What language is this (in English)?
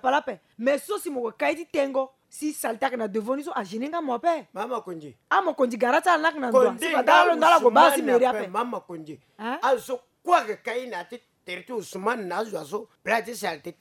Sango